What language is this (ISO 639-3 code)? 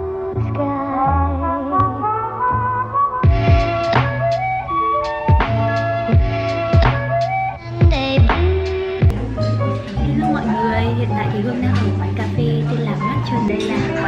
vie